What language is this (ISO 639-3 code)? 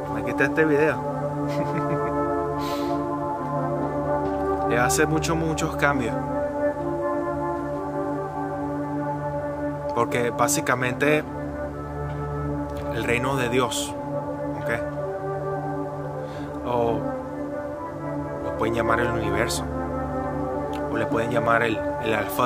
spa